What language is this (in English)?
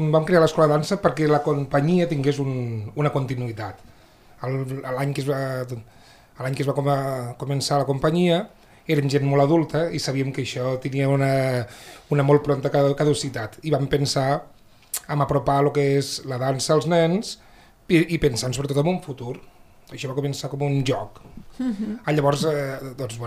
Catalan